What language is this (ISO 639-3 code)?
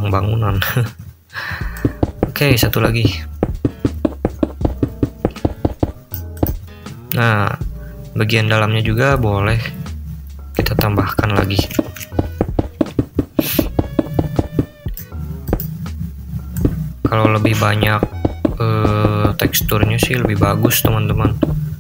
ind